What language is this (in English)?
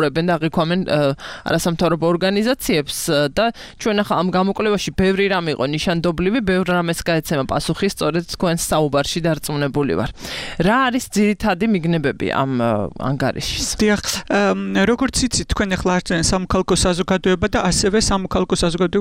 Georgian